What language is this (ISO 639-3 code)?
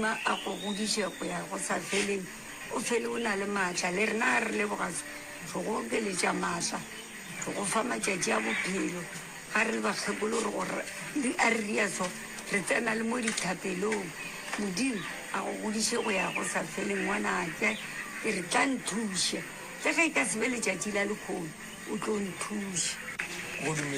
nso